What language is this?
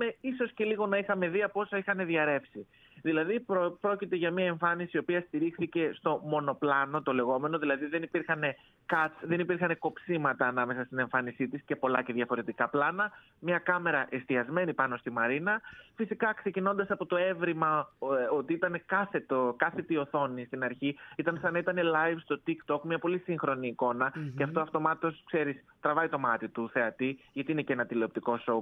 Greek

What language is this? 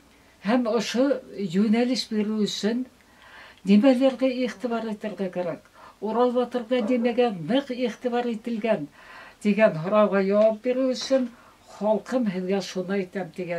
Bashkir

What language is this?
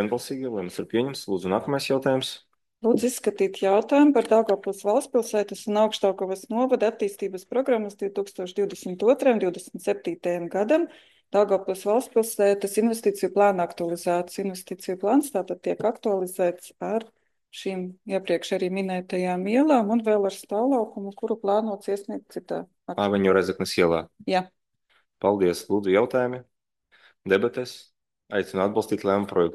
Latvian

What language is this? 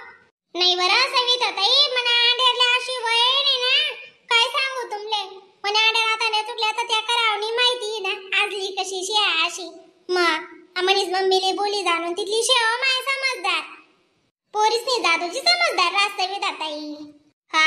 Khandesi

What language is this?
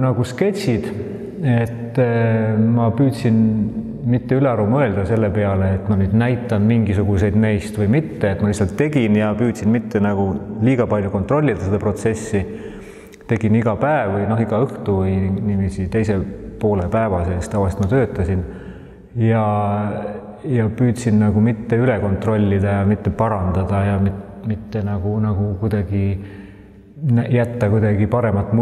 Estonian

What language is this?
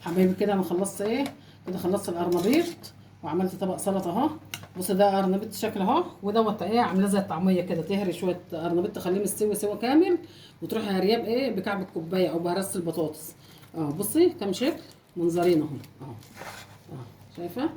Egyptian Arabic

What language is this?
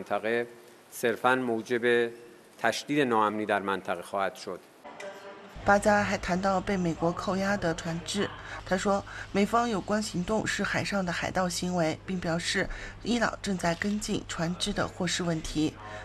Chinese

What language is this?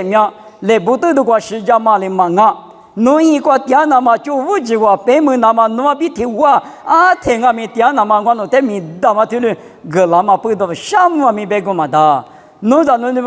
Lisu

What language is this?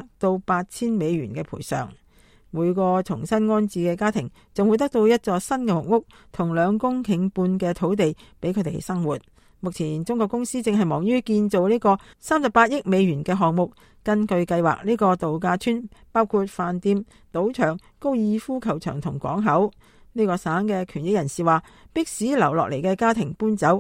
Cantonese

